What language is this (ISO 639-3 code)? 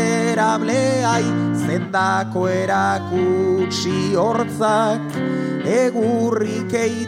eus